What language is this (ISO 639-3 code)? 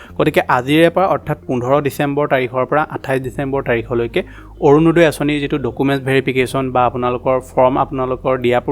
asm